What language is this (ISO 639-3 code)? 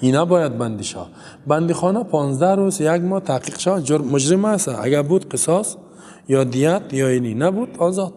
fas